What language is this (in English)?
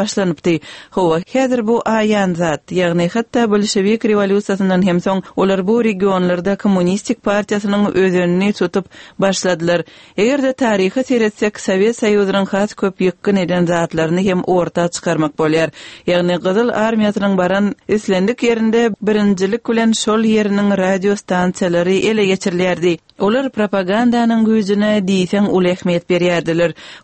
Turkmen